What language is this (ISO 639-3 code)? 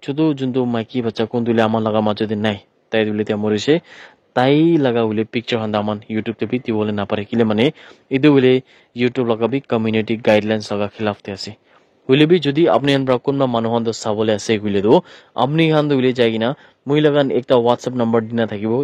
nag